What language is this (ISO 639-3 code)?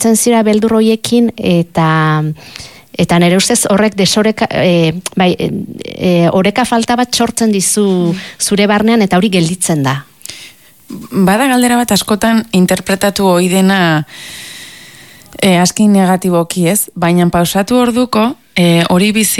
eus